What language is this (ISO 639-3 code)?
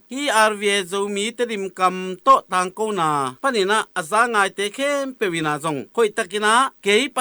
ctd